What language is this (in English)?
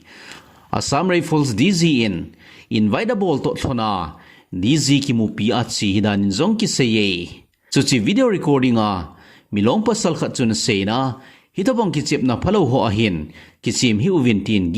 Thado Chin